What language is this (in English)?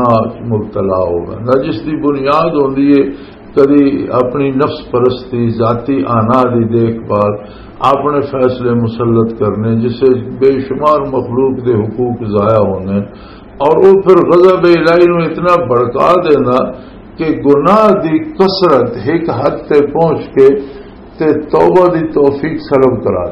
Western Panjabi